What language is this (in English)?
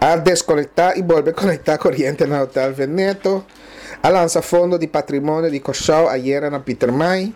Papiamento